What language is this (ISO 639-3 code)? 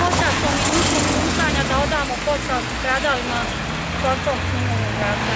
bos